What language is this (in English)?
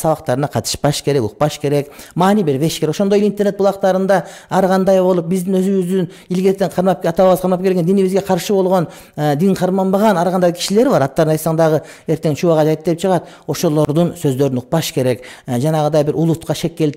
Kyrgyz